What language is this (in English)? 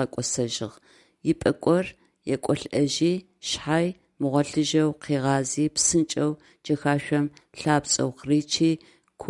Adyghe